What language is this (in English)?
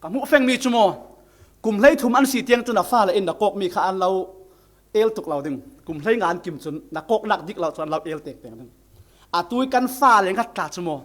Falam Chin